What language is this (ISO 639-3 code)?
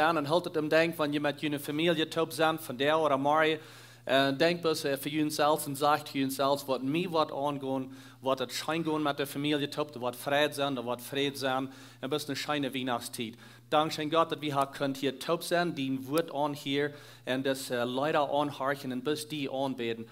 pdt